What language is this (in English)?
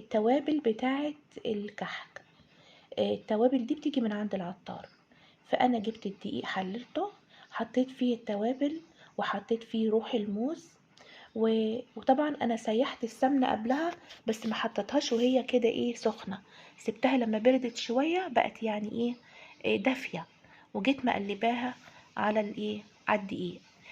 Egyptian Arabic